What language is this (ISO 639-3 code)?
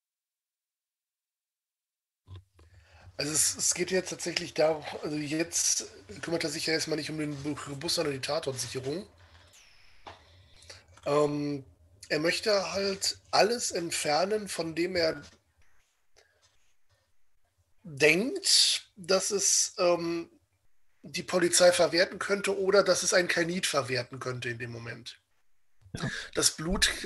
deu